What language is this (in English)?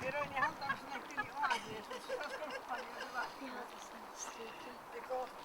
Faroese